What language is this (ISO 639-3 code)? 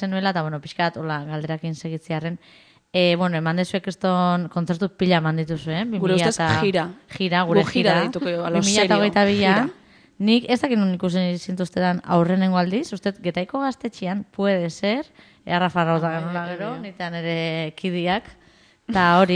eus